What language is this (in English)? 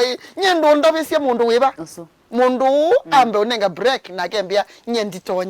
Kamba